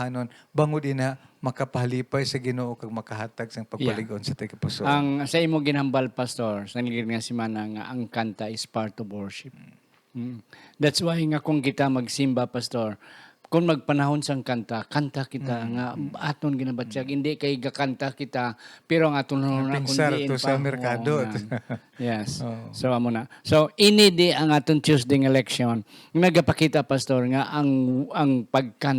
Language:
Hiligaynon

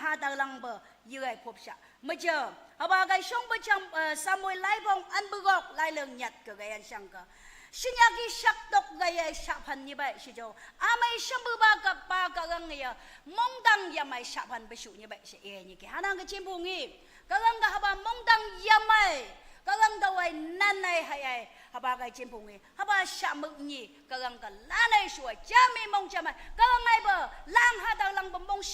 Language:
Naga Pidgin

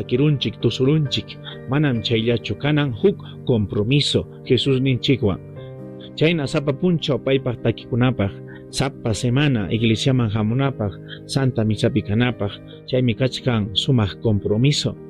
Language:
Ayacucho Quechua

